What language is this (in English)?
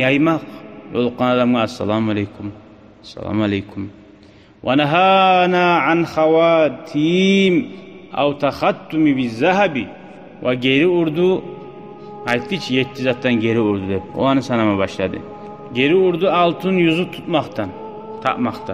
Kumyk